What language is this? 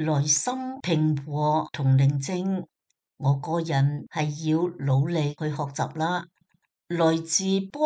Cantonese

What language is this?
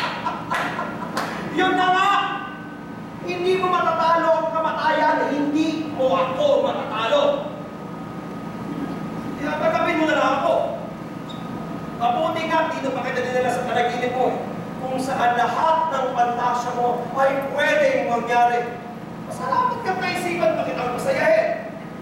Filipino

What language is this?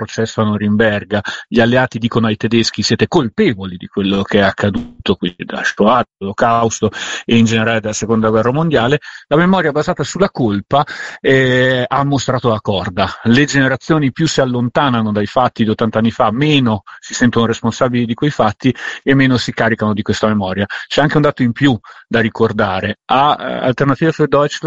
Italian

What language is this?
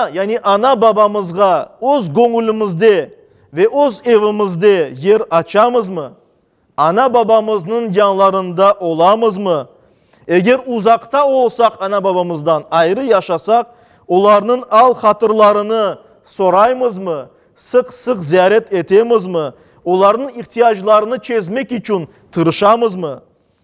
Crimean Tatar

